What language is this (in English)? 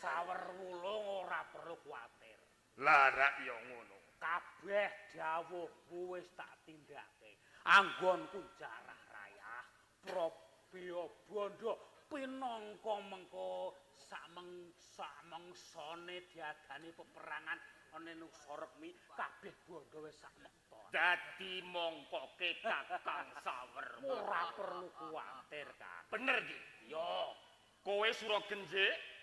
Javanese